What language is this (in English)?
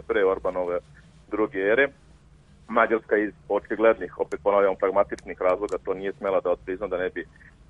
Serbian